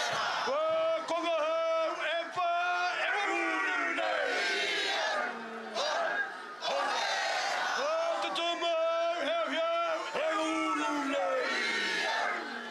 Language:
Māori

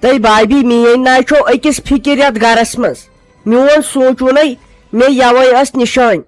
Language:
Kashmiri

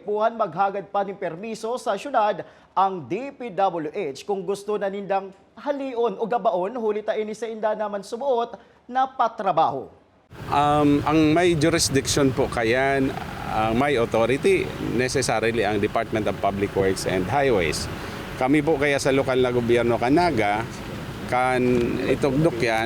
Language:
Bikol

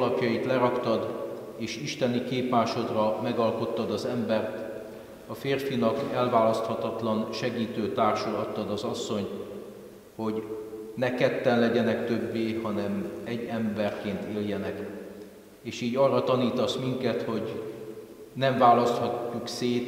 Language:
Hungarian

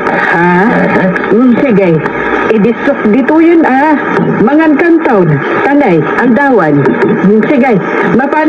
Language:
Iloko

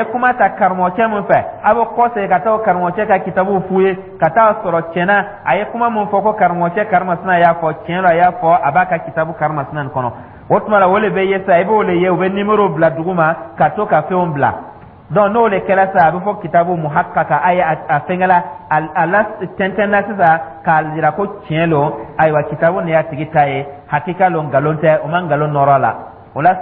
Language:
Dyula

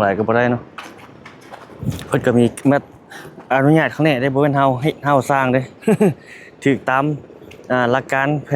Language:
Lao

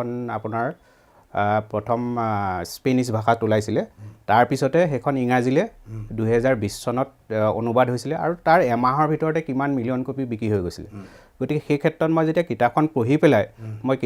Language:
Assamese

